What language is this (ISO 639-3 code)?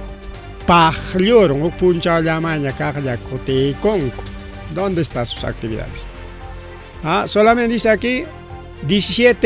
quy